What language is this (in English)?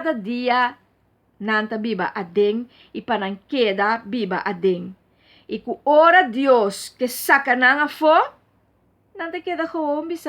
Papiamento